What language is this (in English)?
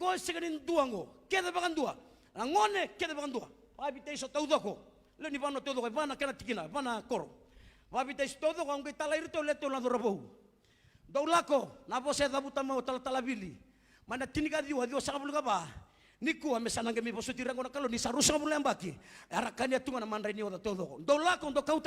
Fijian